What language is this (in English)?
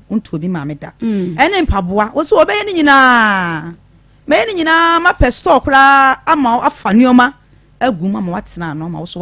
Akan